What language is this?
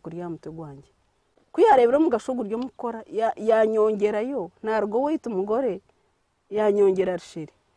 Nyankole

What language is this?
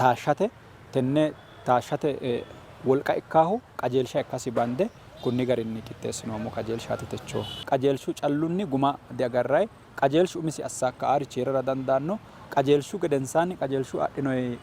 Sidamo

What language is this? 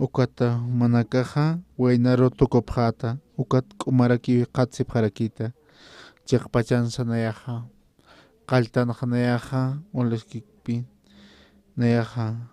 Aymara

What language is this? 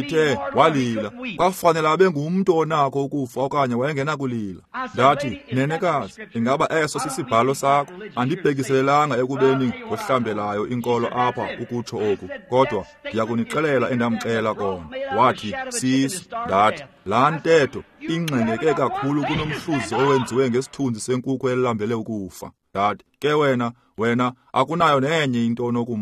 Xhosa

